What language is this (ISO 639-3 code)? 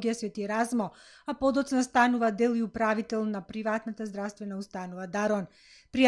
mkd